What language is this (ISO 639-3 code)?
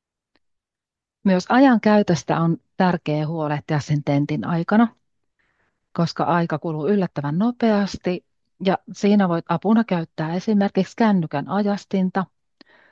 fin